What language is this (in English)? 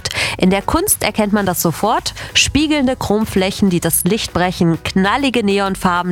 German